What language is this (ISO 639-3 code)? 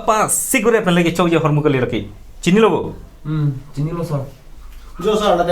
mjw